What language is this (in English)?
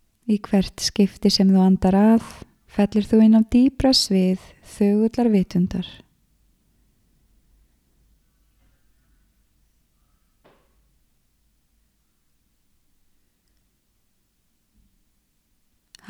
Icelandic